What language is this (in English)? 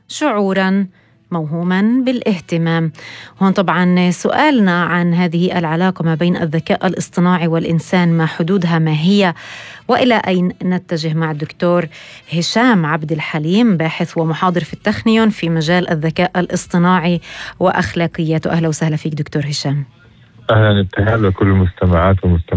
North Levantine Arabic